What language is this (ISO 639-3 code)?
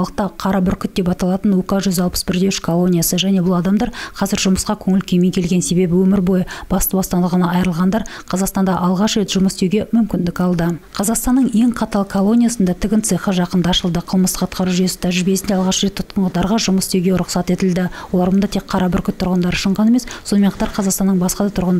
kaz